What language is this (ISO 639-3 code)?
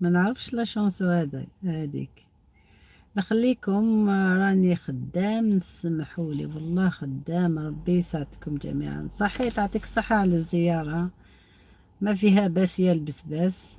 arq